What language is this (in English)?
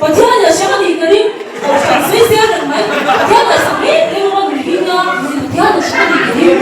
Mizo